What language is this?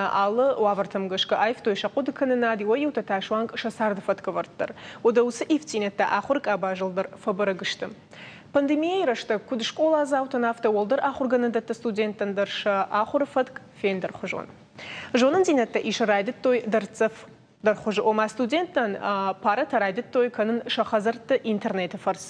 Ossetic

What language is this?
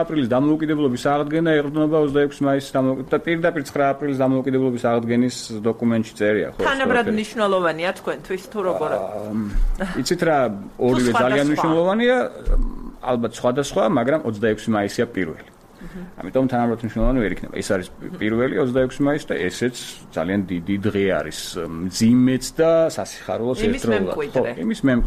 Georgian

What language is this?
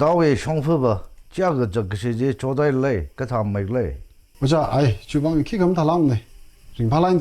Tangkhul Naga (India)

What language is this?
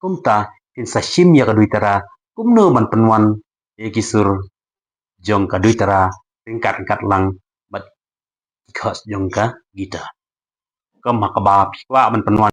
Khasi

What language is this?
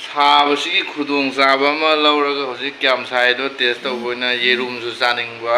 Manipuri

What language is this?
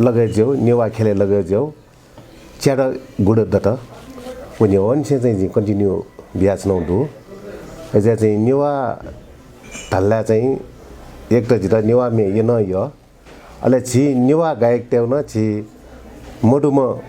Newari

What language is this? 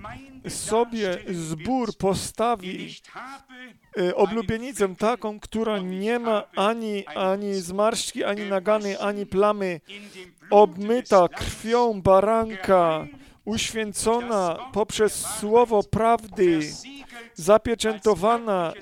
Polish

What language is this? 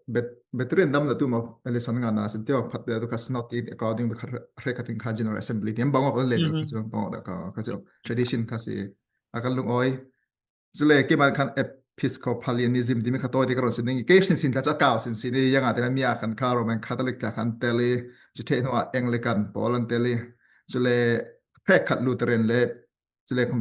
Falam Chin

